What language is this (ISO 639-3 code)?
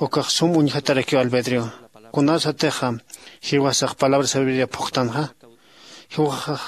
aym